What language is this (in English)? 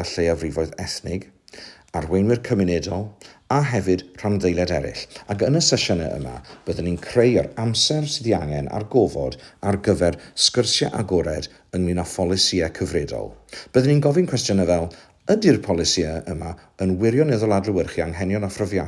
Welsh